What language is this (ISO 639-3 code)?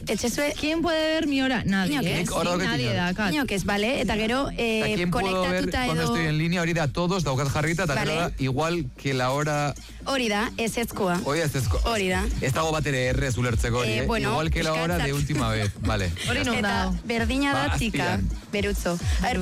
eus